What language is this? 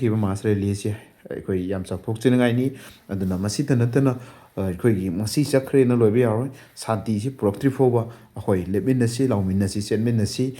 Manipuri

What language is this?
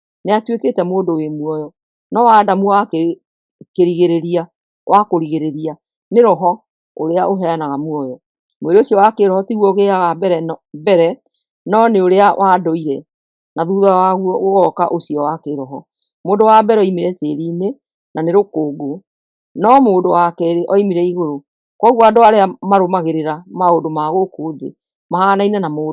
Kikuyu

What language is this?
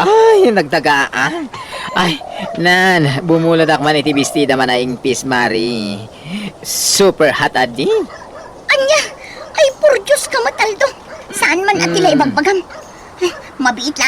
Iloko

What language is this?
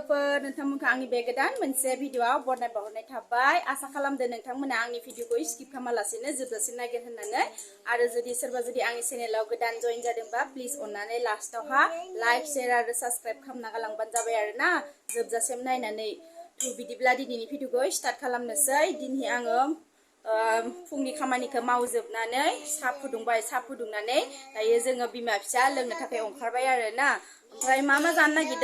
Bodo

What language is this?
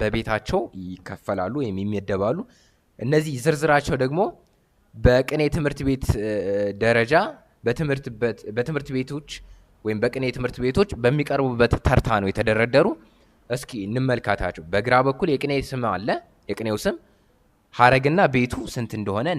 Amharic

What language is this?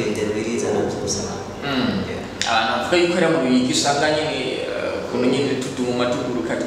Rundi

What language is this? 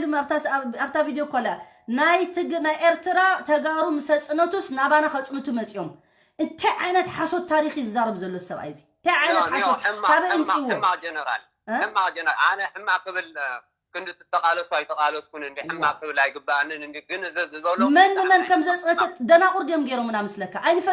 Tigrinya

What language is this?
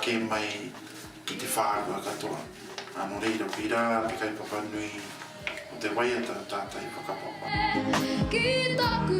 Māori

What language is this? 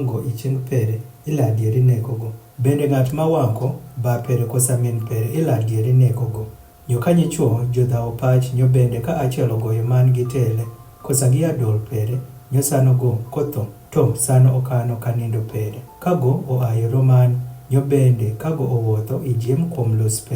Adhola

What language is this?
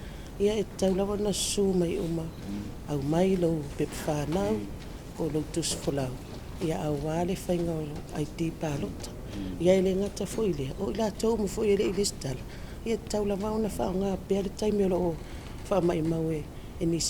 Samoan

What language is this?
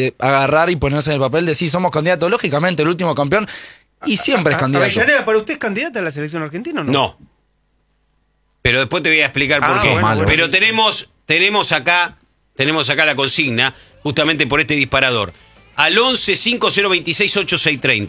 Spanish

